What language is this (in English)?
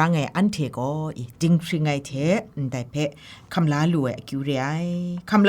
Kachin